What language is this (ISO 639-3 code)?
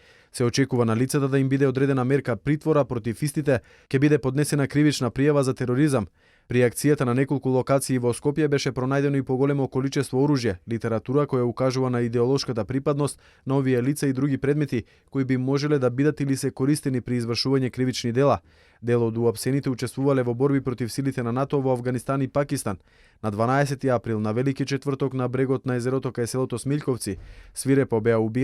mkd